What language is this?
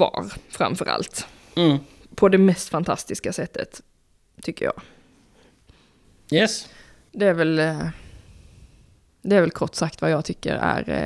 Swedish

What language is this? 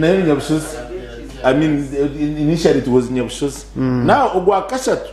Nyankole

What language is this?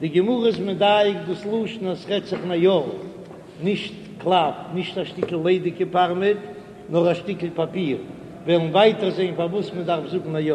Yiddish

